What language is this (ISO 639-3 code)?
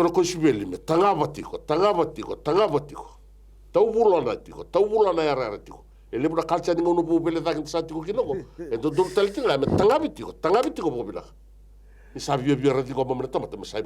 fij